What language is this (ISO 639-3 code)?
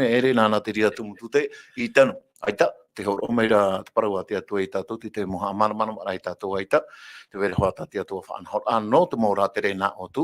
tah